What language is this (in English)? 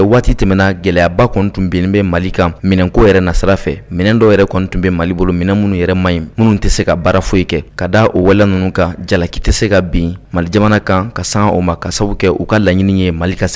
Bambara